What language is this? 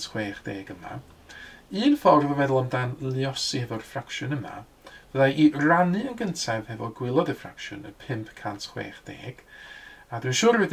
Welsh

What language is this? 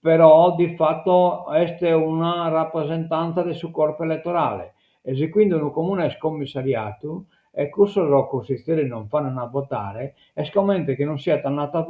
Sardinian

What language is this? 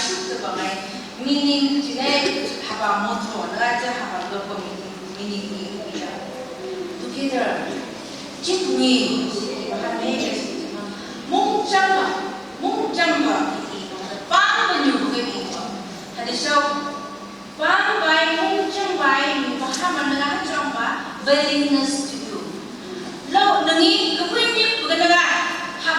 Phom Naga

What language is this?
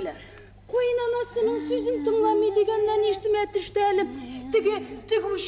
Tatar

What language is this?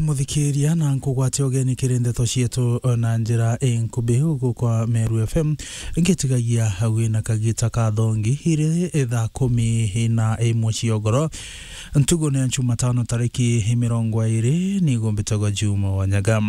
Meru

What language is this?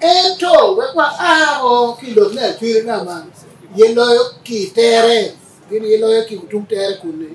Acoli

